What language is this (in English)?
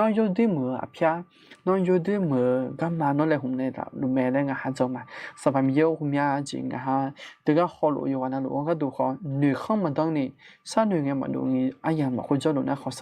Akha